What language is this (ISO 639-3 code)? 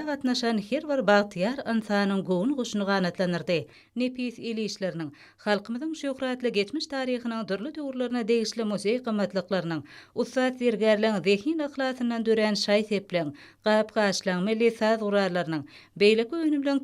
tuk